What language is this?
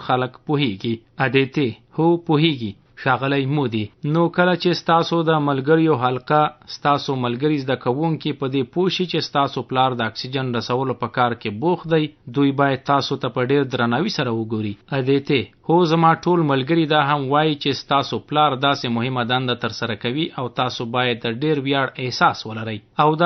Pashto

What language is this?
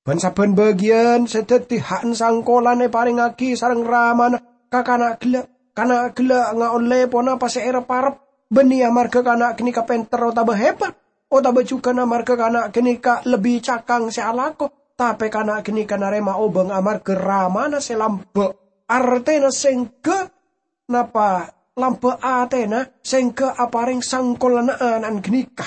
Madurese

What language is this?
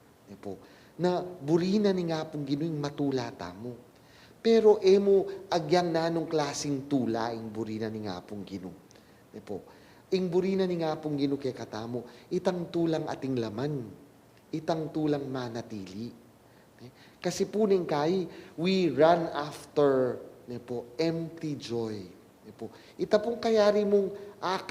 Pampanga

